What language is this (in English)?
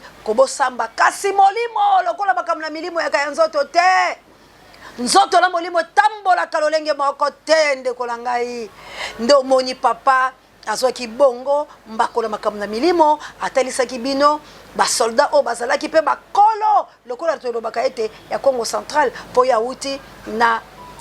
Lingala